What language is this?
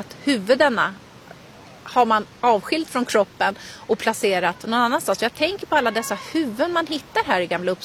Swedish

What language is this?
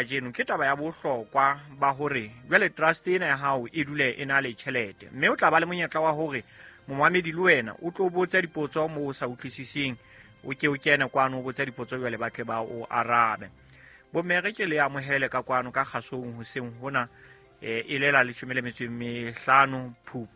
Southern Sotho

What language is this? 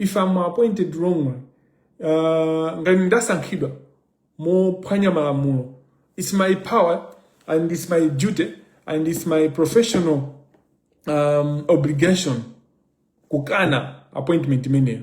Nyanja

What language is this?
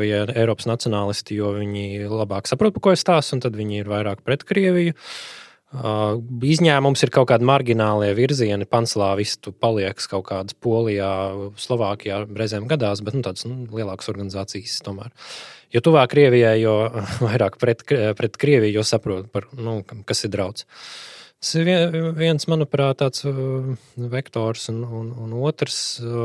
Latvian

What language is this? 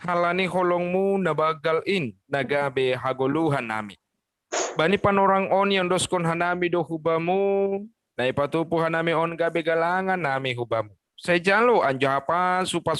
Batak Simalungun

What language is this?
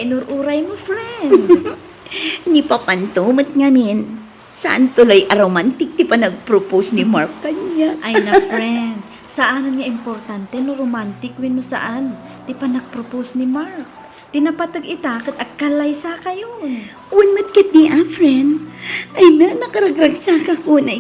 Iloko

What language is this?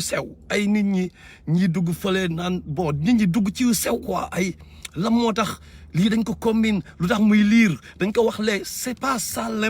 Wolof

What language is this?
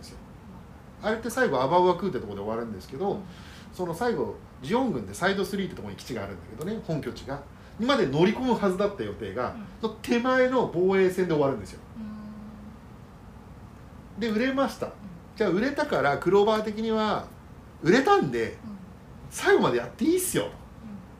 Japanese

